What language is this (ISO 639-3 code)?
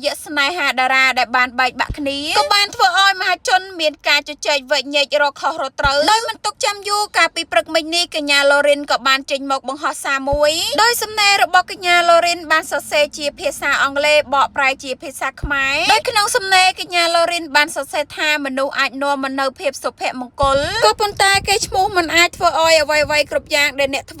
khm